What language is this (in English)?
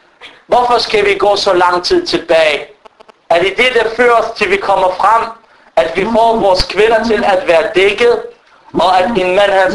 Danish